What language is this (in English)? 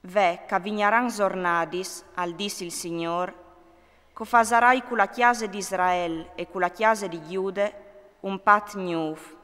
Friulian